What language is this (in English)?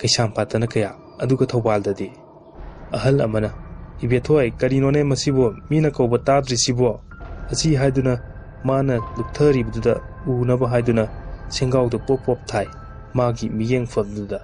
Manipuri